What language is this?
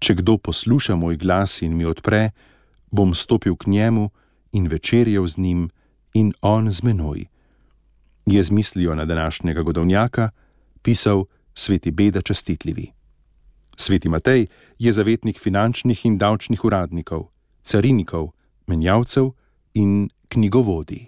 Slovenian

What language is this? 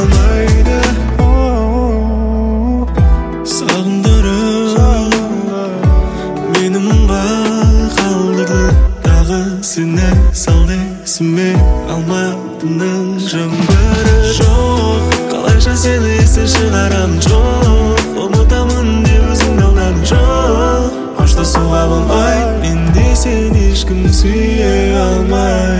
Kazakh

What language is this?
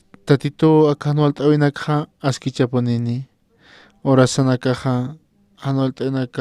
Aymara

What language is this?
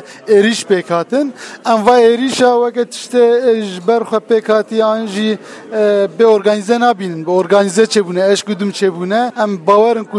Kurdish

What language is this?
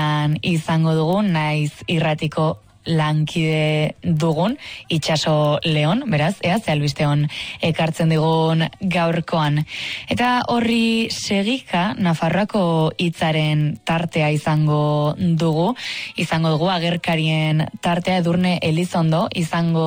Basque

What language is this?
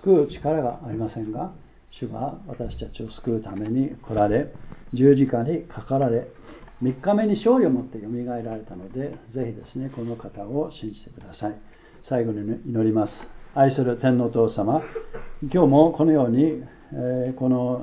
Japanese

